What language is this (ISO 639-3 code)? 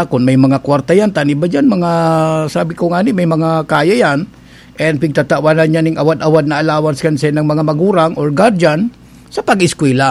bik